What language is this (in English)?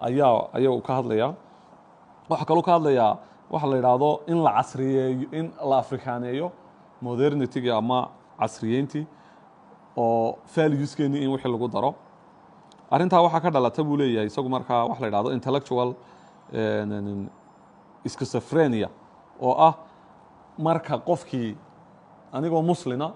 Somali